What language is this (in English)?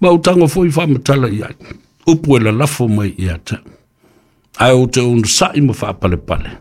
Samoan